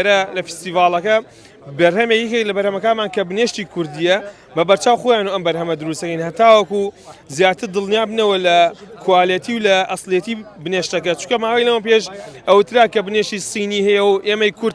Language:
Central Kurdish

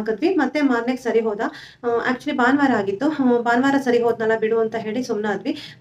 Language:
Kannada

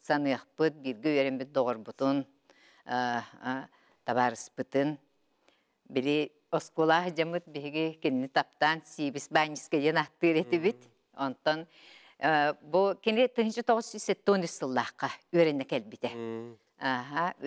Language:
Yakut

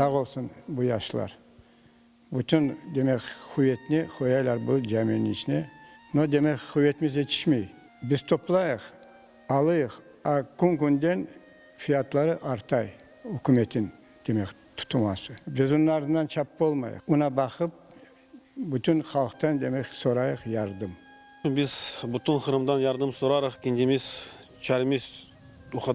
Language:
Crimean Tatar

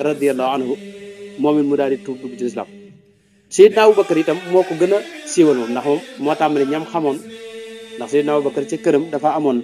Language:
Wolof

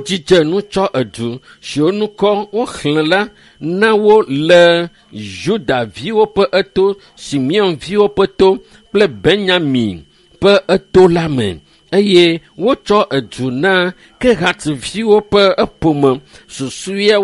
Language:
Ewe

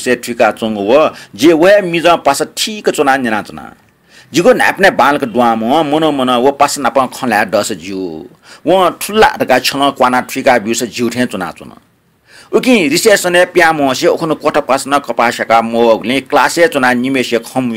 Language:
Newari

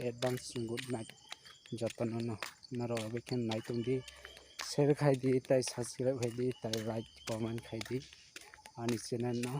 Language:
Kok Borok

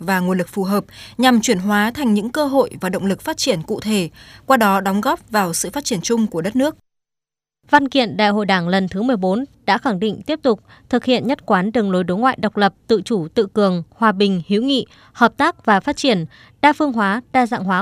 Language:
Vietnamese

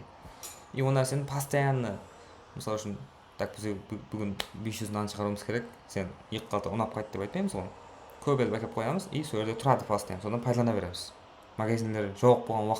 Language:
Kara-Kalpak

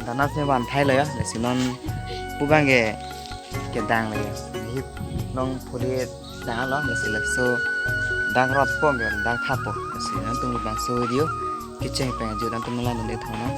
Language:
Karbi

